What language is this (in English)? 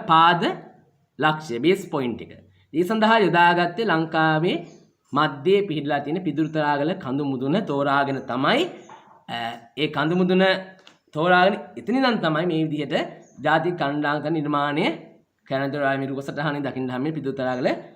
Sinhala